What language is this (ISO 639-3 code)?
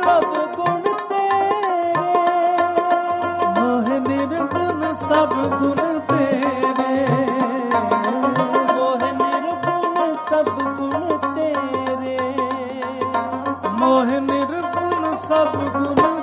pan